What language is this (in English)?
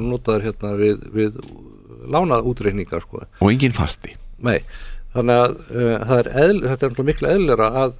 Icelandic